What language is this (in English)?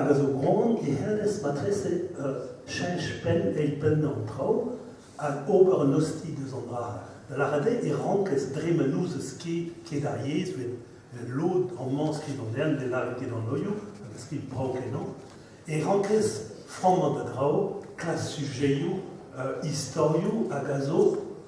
Breton